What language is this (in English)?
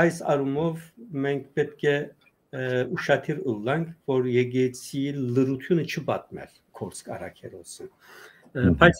Western Armenian